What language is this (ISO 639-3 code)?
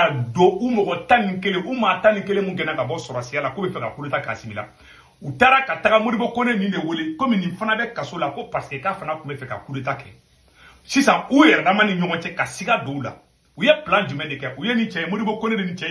bam